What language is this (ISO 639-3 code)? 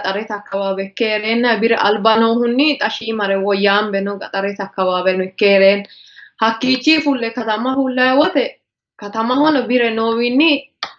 sid